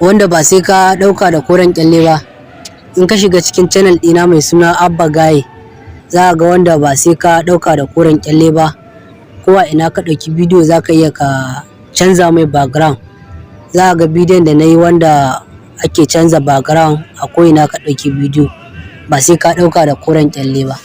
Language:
Hausa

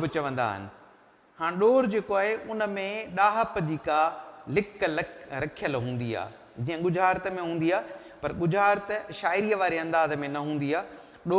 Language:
Sindhi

